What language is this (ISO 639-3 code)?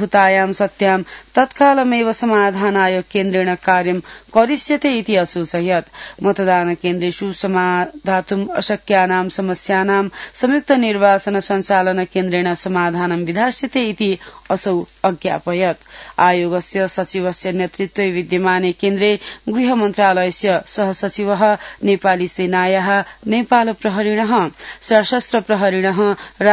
san